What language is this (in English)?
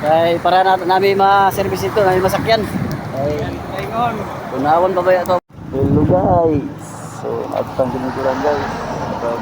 Cebuano